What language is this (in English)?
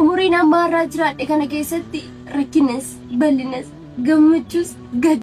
Oromo